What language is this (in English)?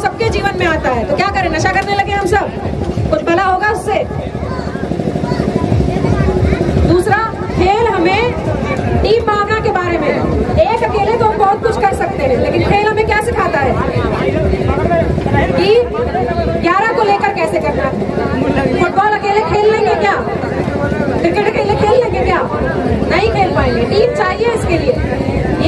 Hindi